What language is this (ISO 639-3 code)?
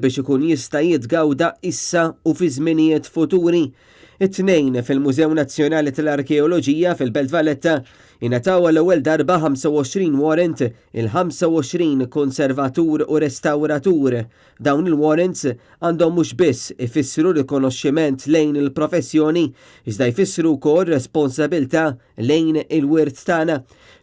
mlt